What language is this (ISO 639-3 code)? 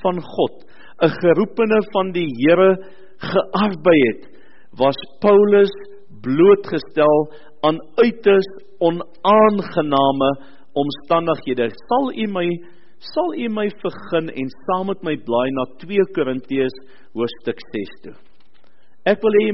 afr